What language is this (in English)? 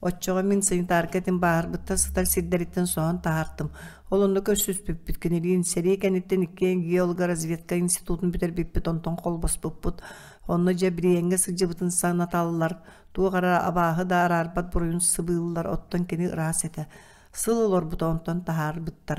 Yakut